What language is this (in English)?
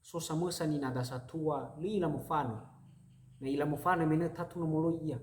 Nias